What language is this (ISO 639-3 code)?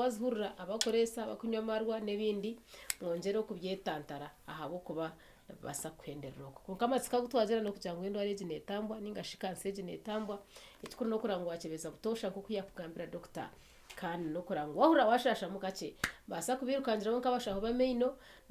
nyn